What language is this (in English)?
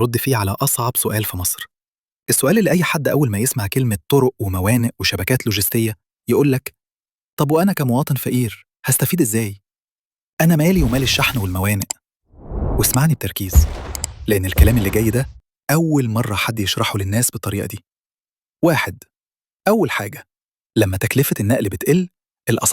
Egyptian Arabic